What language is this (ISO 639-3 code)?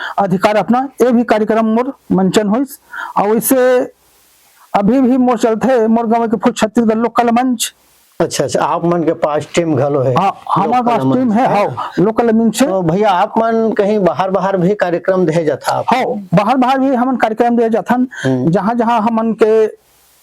hne